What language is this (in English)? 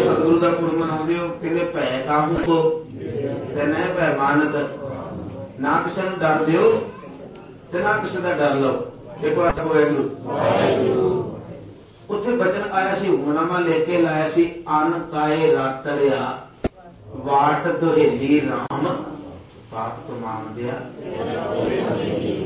Punjabi